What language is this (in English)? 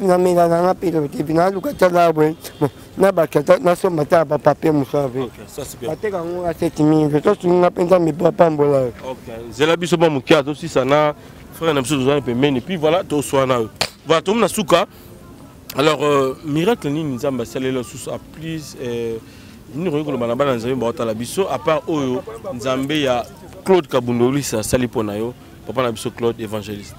Lingala